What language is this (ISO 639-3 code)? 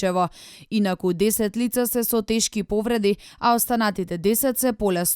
mkd